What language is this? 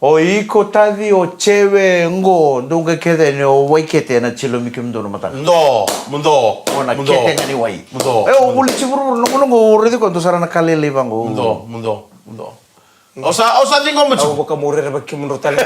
Fijian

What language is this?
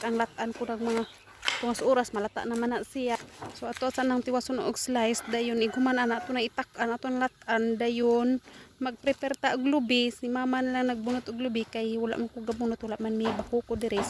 Cebuano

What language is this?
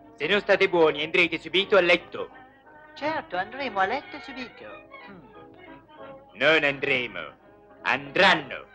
Italian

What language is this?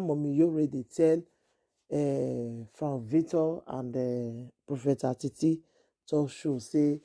Nigerian Pidgin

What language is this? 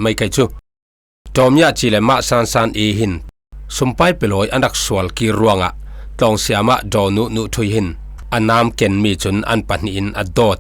Falam Chin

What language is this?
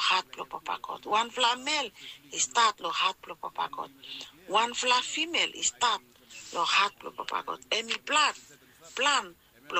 Bislama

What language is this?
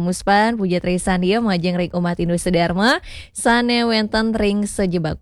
Balinese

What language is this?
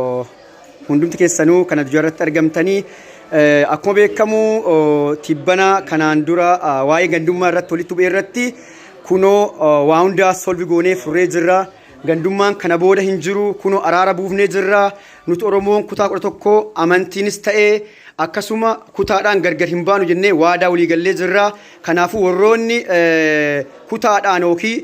Oromo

